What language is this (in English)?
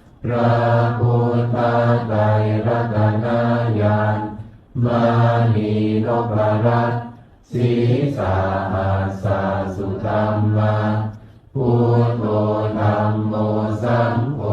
Pali